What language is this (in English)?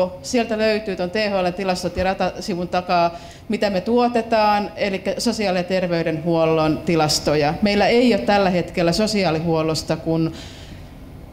Finnish